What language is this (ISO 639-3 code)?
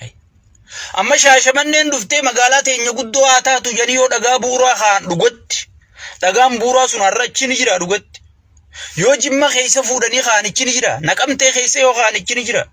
orm